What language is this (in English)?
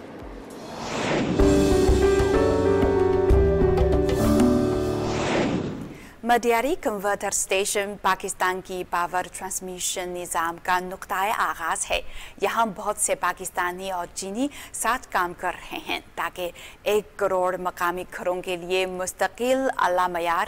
Urdu